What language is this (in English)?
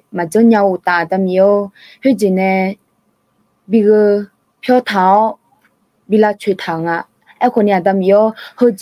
Akha